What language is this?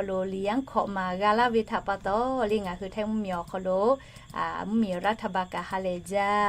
Lahu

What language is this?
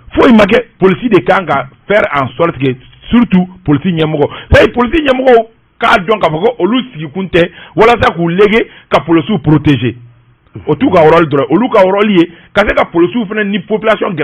Bambara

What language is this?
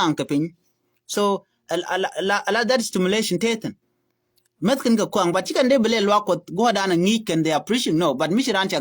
Nuer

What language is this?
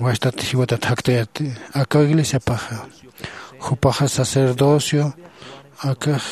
Aymara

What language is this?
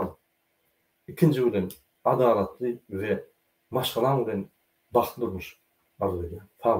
Turkmen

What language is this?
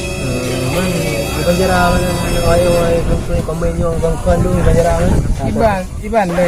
Achinese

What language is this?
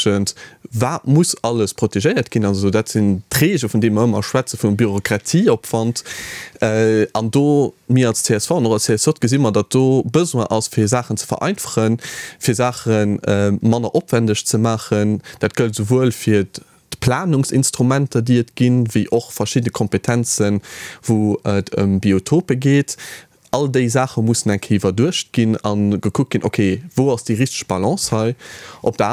Luxembourgish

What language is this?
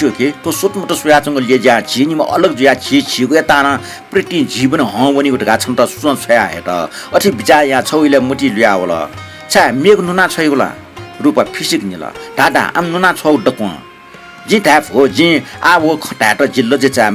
Newari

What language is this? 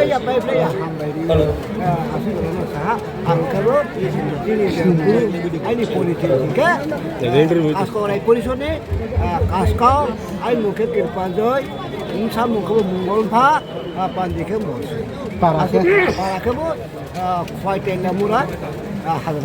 Riang (India)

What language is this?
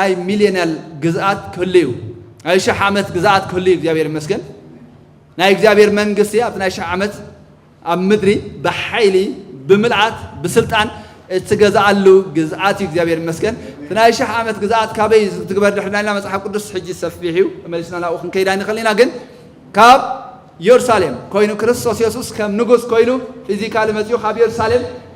Tigrinya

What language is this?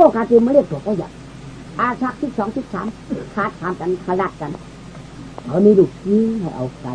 Shan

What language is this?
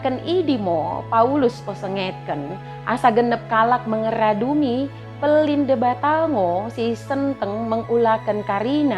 Batak Dairi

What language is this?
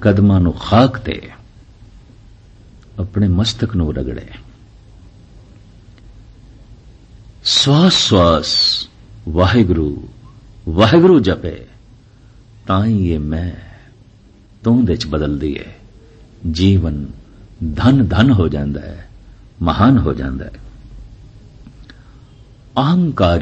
Punjabi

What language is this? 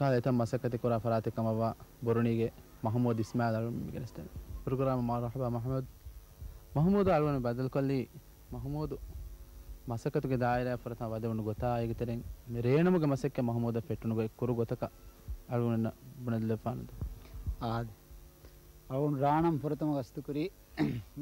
Divehi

